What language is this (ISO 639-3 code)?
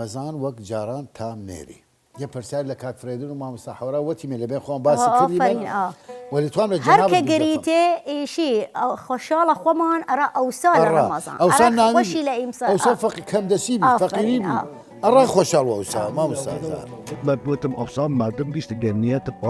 sdh